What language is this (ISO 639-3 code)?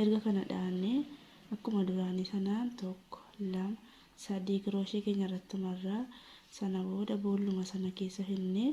orm